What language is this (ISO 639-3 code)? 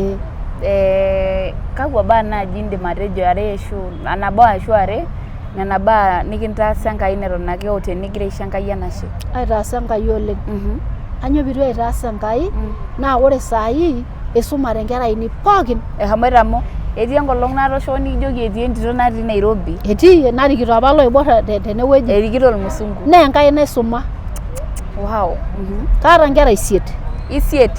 mas